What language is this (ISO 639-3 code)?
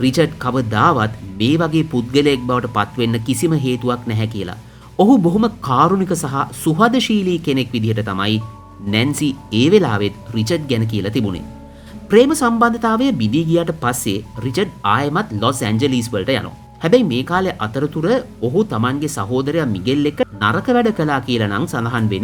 sin